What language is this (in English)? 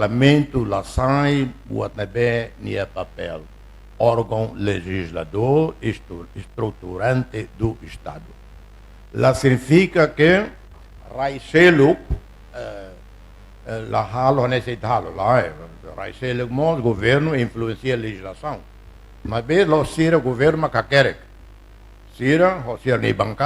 Tetum